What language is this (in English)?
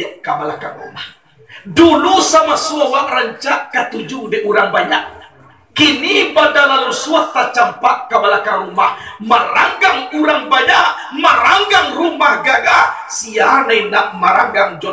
Minangkabau